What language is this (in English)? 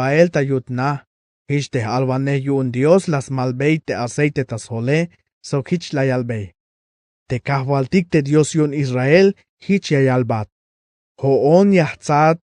Tzeltal